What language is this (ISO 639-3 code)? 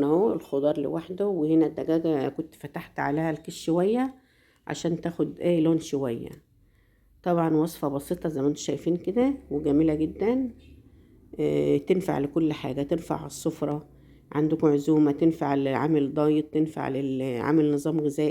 arz